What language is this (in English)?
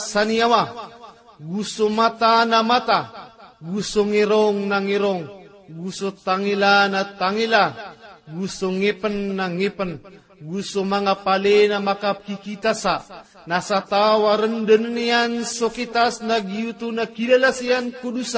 Maranao